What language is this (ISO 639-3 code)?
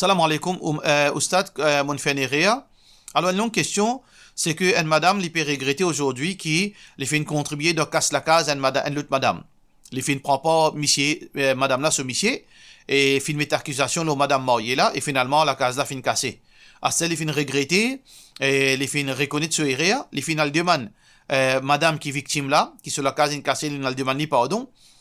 mfe